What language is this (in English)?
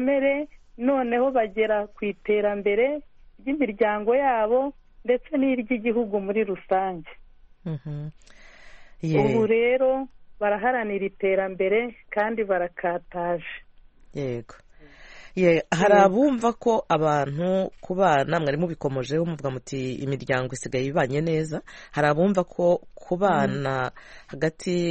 Kinyarwanda